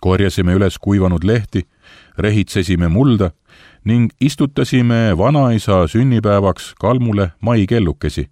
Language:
Estonian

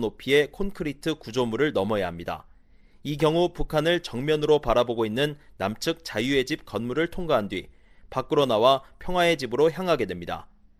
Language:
Korean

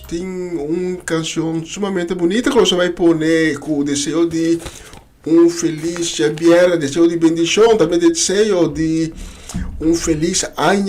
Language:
Papiamento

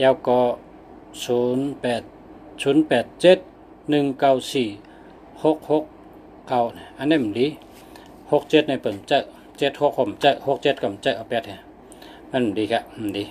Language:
Shan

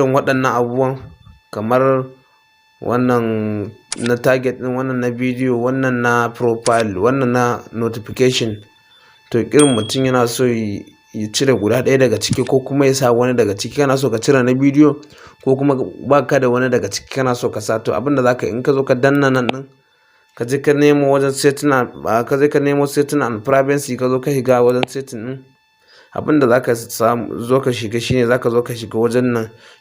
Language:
Hausa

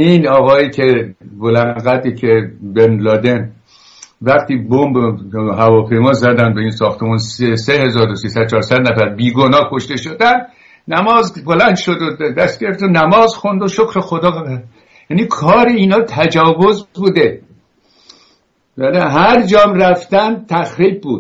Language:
Persian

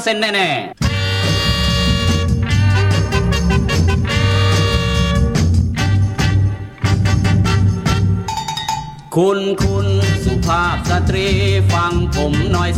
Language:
Thai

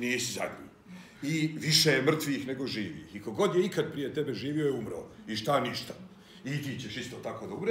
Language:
Serbian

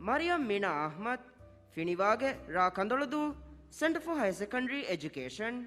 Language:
Divehi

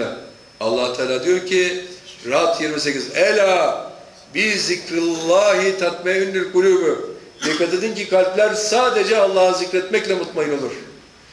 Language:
Turkish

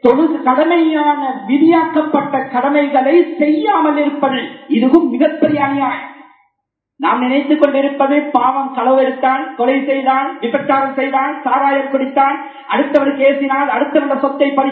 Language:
Tamil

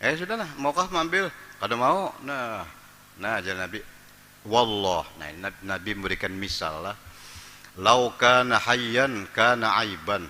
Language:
Banjar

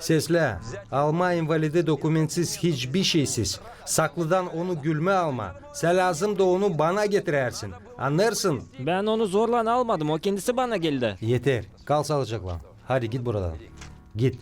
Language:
Gagauz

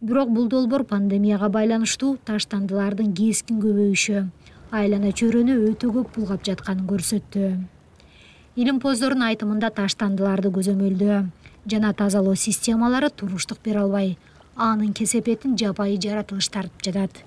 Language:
Kyrgyz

